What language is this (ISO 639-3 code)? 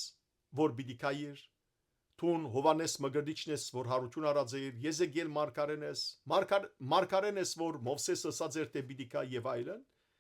hyw